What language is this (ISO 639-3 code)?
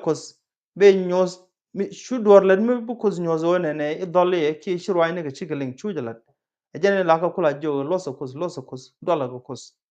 nus